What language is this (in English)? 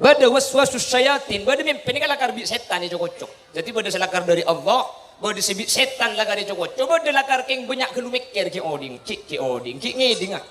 Madurese